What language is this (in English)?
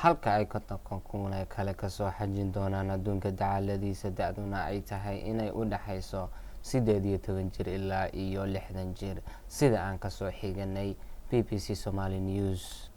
Somali